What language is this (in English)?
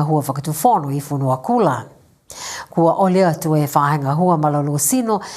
Niuean